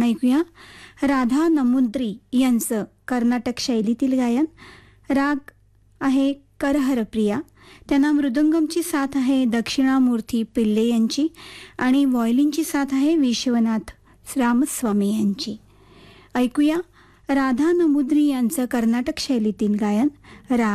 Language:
Marathi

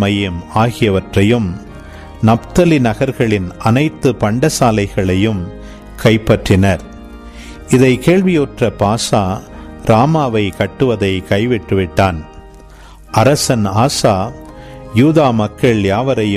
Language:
Tamil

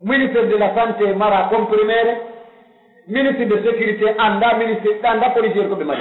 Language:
Pular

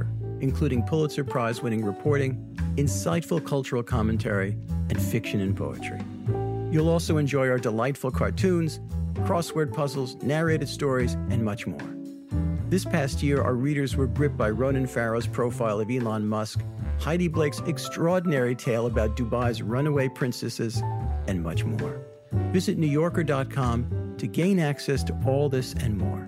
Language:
English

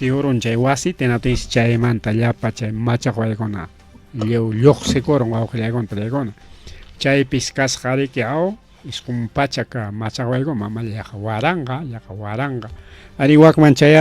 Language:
Ayacucho Quechua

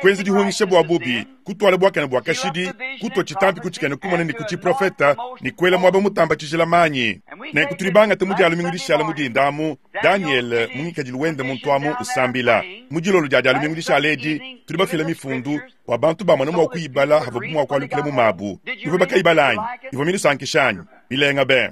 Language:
Luba-Lulua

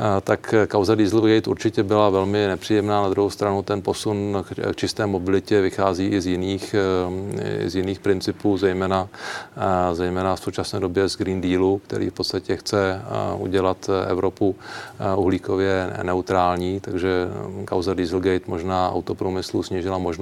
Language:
Czech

